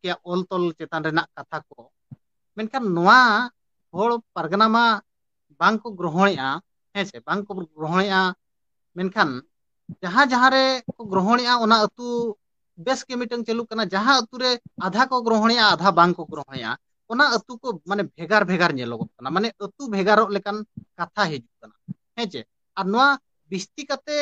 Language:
Santali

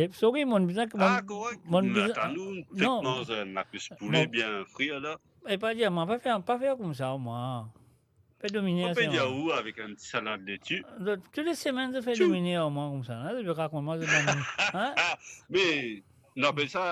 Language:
Morisyen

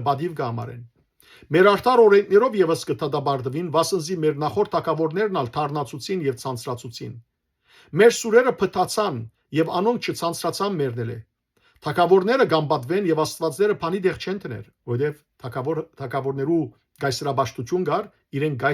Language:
Western Armenian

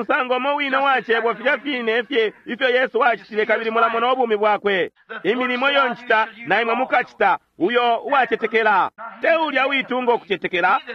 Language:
Bemba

